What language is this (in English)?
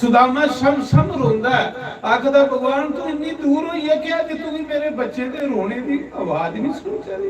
Dogri